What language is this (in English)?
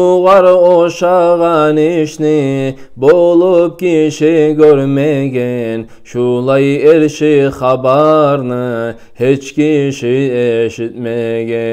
Kumyk